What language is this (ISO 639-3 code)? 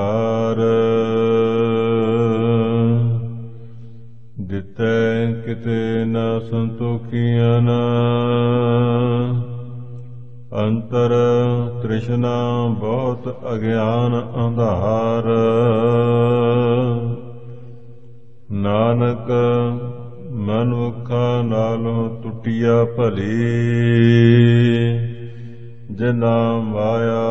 pan